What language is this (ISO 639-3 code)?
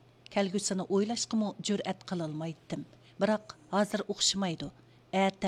uig